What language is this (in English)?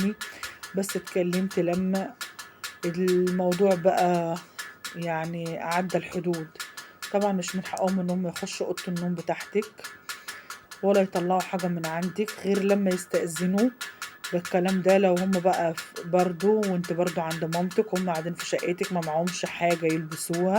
Egyptian Arabic